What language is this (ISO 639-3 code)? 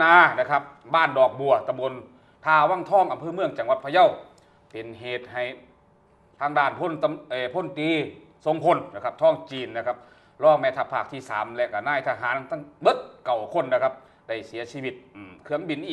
tha